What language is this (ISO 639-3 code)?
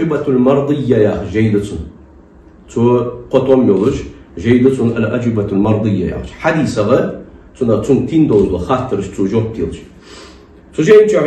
inh